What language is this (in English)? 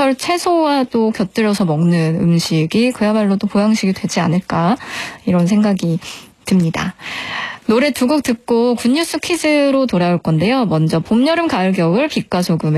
Korean